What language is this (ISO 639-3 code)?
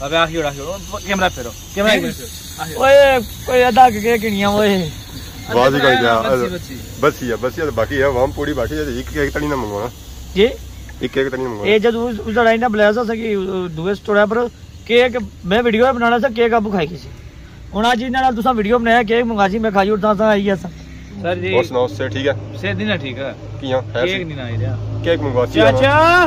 phr